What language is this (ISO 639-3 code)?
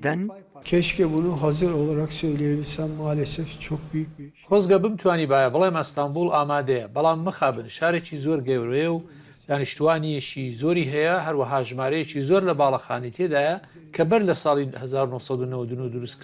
ckb